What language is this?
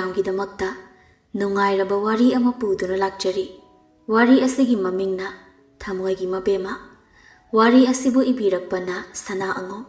Manipuri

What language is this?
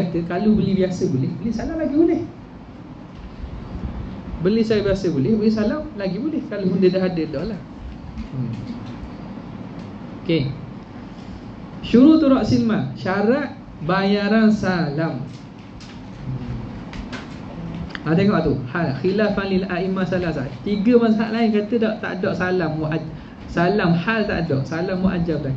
Malay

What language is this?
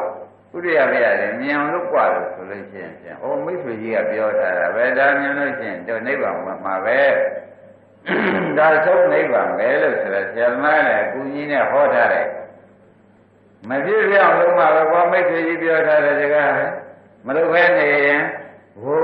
Burmese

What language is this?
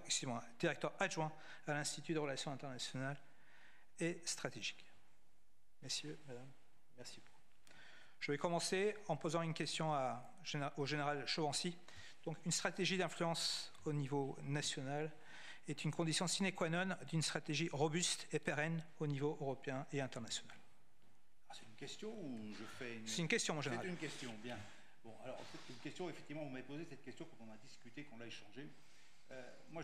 French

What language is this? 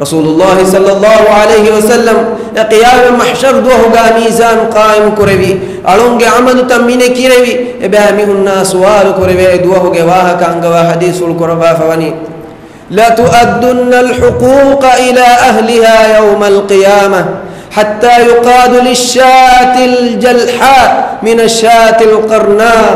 Divehi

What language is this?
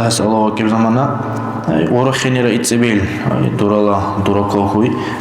Dargwa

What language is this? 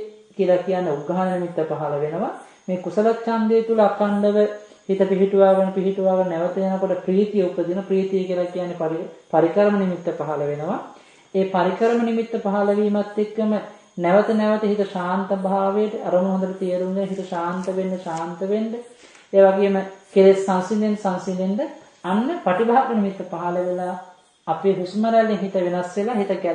Sinhala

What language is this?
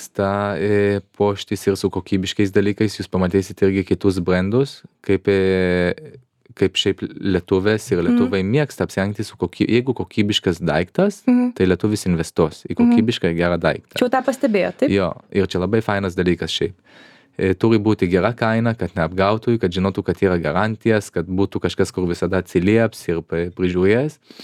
Lithuanian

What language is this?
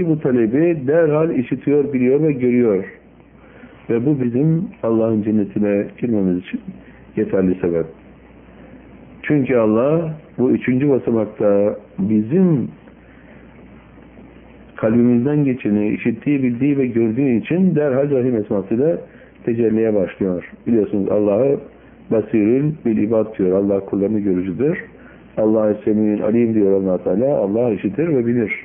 Turkish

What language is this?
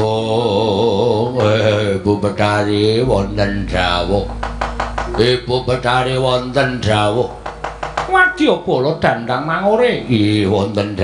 Javanese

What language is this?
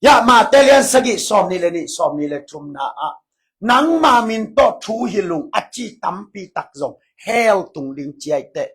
Tedim Chin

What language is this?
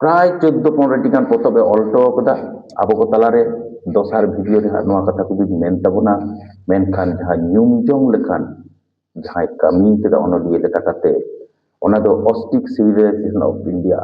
Santali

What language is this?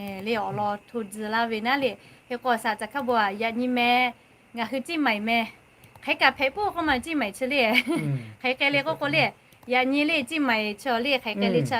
Lahu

